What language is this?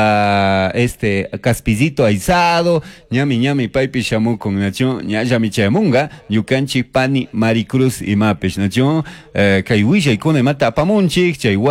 Chimborazo Highland Quichua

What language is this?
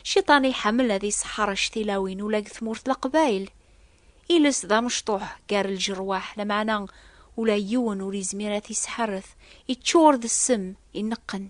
Kabyle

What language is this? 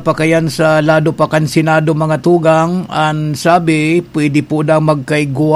Bikol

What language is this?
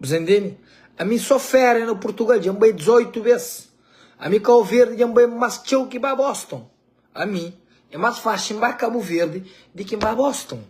Kabuverdianu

